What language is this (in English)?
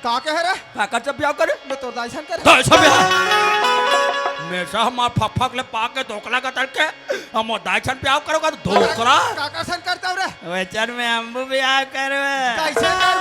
Chhattisgarhi